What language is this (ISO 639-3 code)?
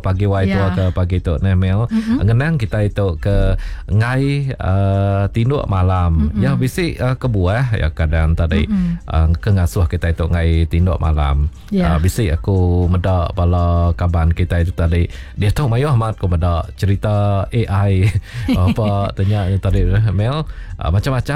iba